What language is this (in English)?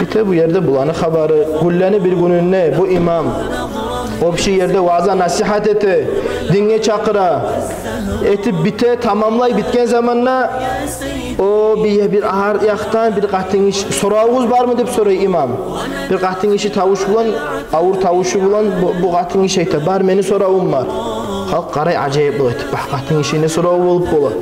Kumyk